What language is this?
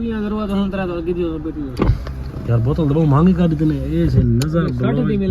Saraiki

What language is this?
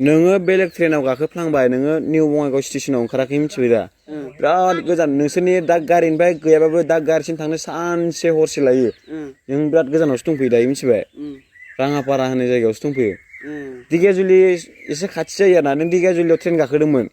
Bodo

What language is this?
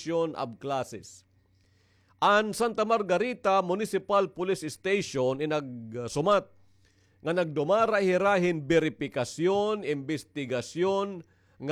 Waray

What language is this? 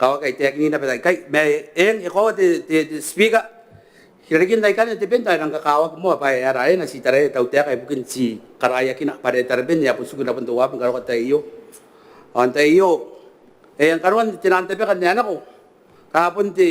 Gilbertese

